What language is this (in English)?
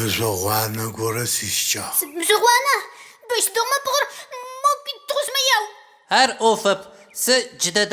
Adyghe